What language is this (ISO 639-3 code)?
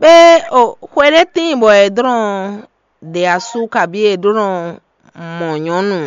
fon